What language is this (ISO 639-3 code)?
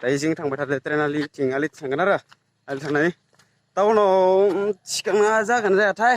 brx